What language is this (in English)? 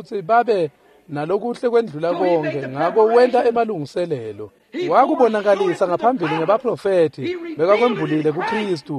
Swati